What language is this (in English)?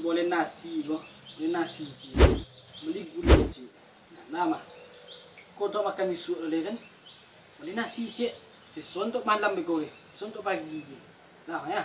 Minangkabau